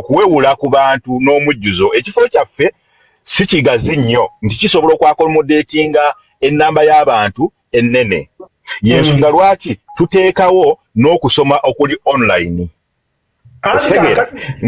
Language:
Ganda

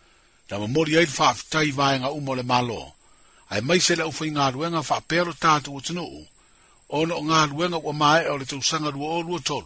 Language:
Samoan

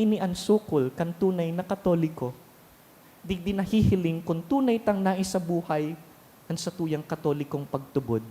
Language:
Bikol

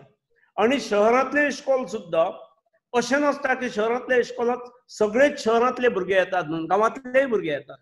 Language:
Konkani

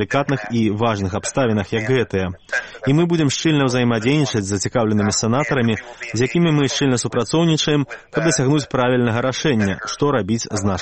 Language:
Belarusian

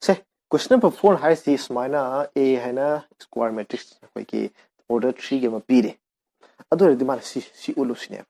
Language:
Manipuri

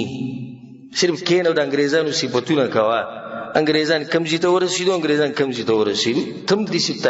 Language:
Pashto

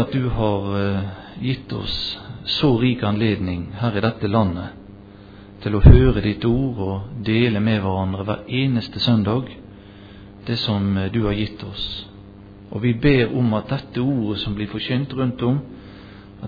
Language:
Norwegian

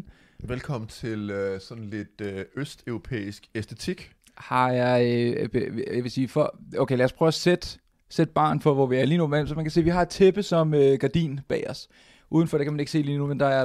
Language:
Danish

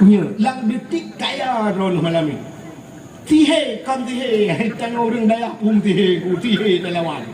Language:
Achinese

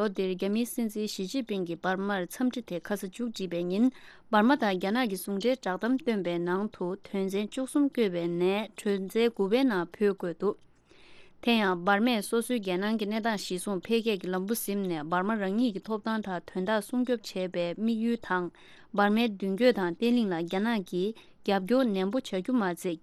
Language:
Tibetan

